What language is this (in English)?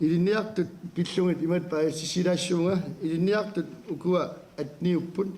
Kalaallisut